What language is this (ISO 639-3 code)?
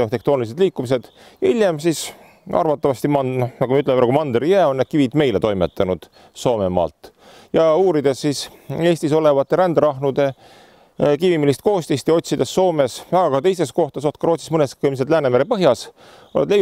est